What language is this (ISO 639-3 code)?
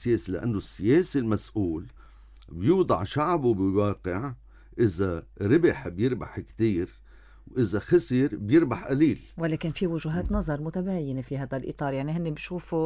apc